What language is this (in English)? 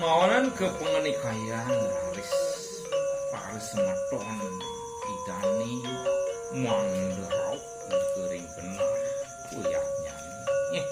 Balinese